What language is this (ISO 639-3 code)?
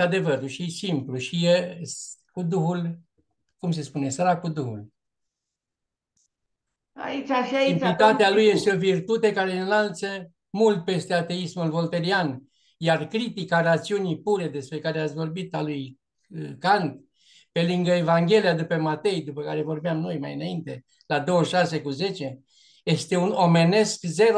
ron